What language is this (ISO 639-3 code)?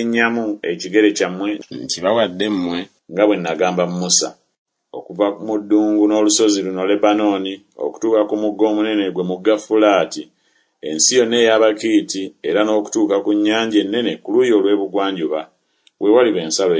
lug